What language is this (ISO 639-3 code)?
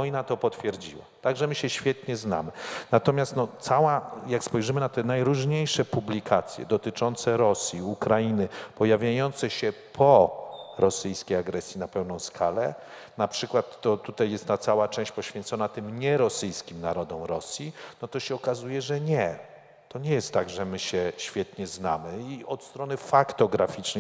pol